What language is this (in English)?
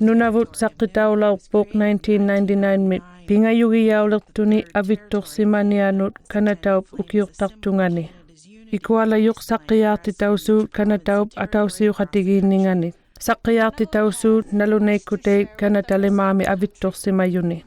Inuktitut